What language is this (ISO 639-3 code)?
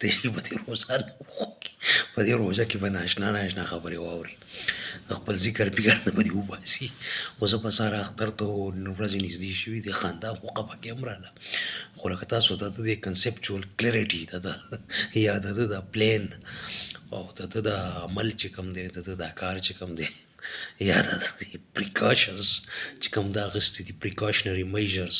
pus